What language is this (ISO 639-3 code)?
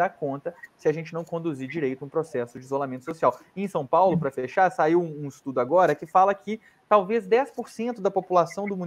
por